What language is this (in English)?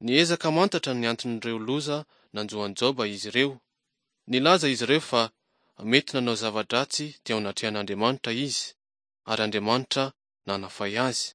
Malagasy